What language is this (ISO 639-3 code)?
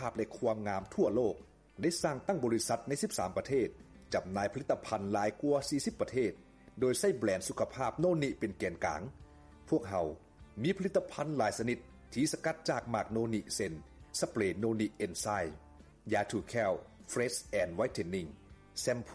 lao